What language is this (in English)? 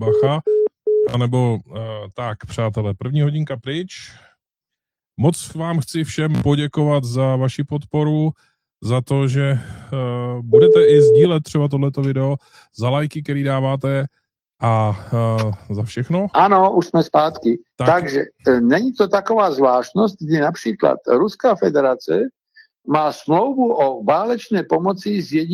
Czech